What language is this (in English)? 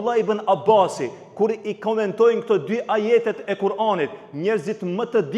Albanian